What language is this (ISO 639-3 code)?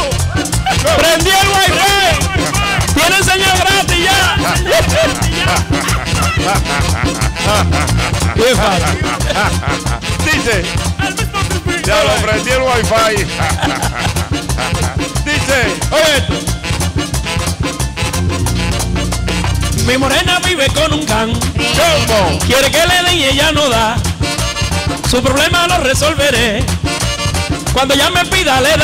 spa